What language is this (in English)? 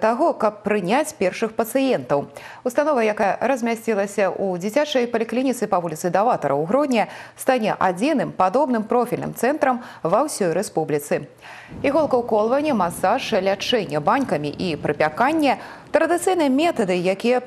Belarusian